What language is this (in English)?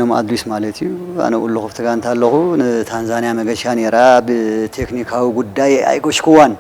Tigrinya